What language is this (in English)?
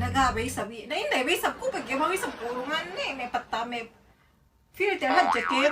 Yakan